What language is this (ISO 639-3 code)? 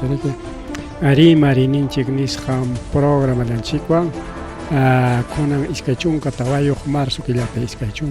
quy